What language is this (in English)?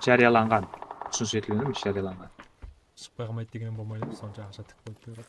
Kara-Kalpak